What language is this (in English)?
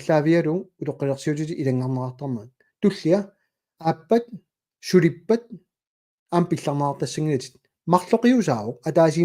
Kalaallisut